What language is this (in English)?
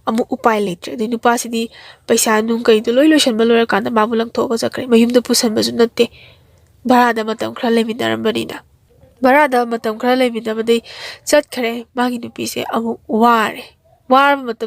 Manipuri